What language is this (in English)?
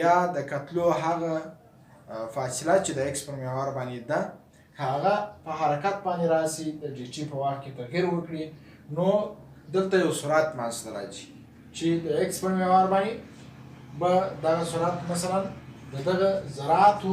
Pashto